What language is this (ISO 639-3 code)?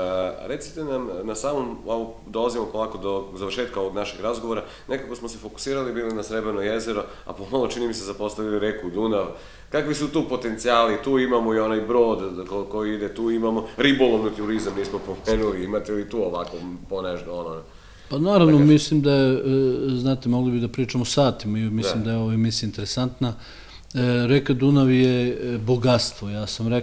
srp